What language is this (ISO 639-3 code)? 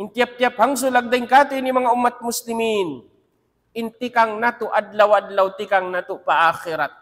tsg